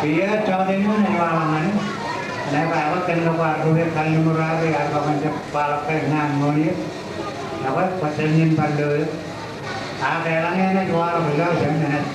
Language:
Marshallese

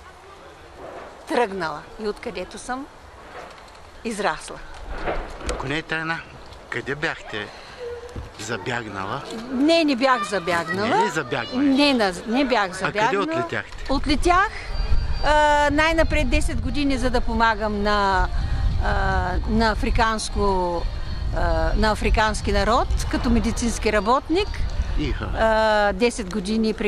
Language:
Bulgarian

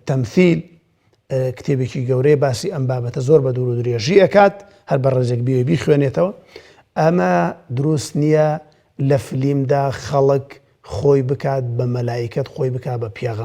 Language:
Central Kurdish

